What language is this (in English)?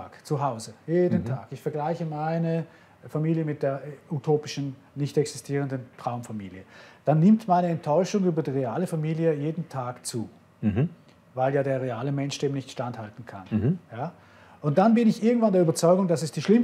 Swiss German